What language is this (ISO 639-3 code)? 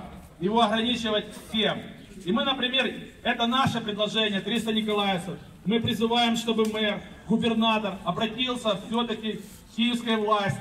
rus